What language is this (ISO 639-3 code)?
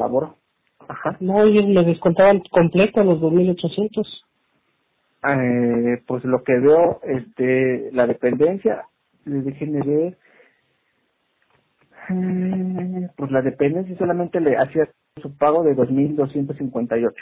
spa